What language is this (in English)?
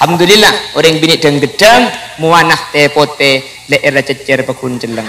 Madurese